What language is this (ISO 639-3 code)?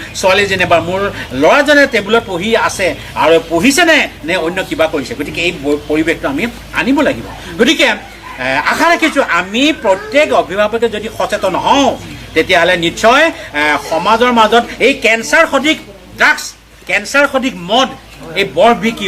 asm